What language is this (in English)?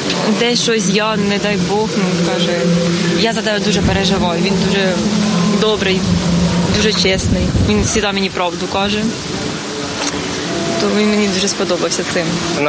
Ukrainian